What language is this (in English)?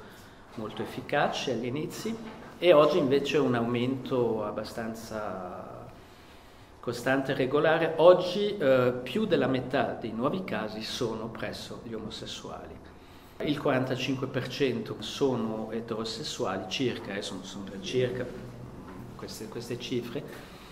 Italian